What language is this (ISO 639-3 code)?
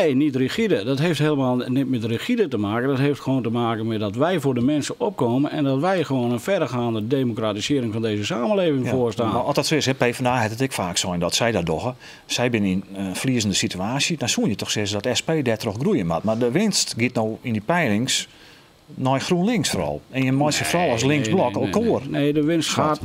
fry